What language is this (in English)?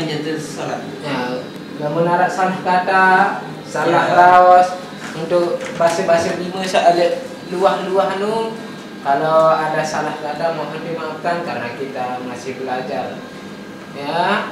Sasak